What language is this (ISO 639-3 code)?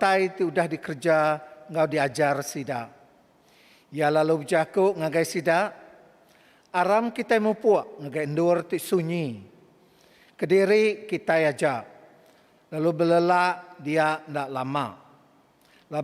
iba